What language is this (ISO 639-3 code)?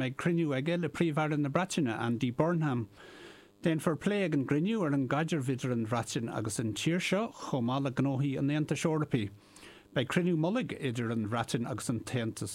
gle